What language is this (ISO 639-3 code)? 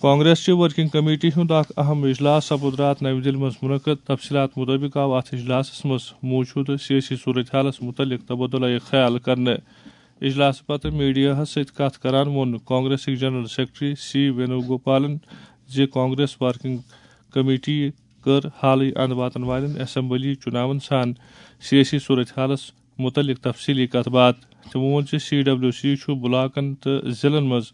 kas